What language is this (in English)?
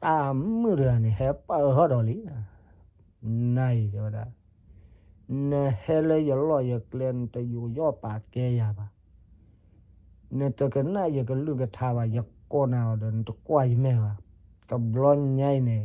S'gaw Karen